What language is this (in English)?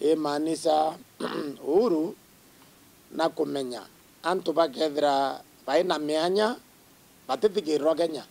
Meru